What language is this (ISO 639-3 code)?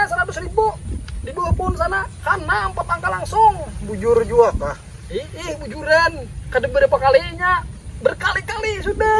bjn